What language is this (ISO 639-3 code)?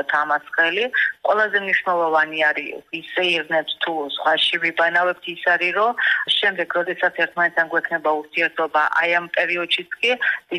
kat